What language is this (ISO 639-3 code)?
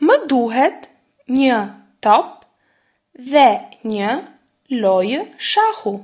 sqi